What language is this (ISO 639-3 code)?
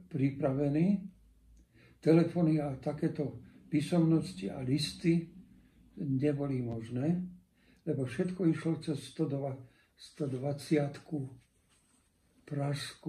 slk